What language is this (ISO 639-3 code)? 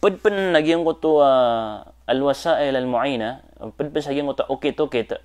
mrw